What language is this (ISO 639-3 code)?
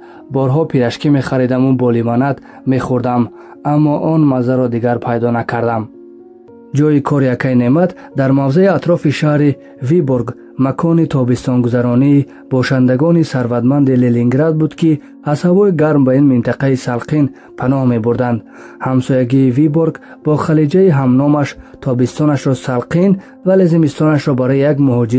tgk